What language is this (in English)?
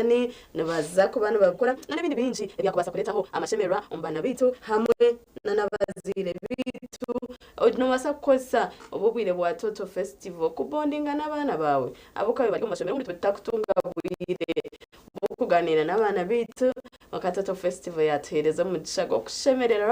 Nyankole